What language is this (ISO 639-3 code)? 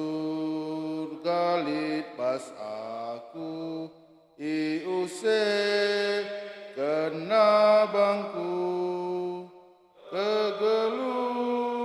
btx